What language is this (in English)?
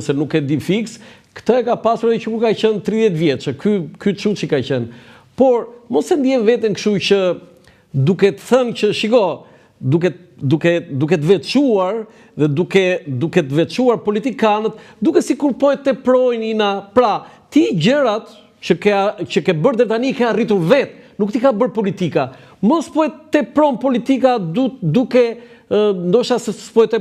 Albanian